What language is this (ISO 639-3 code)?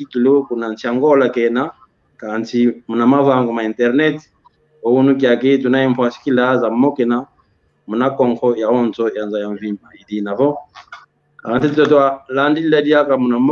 kwy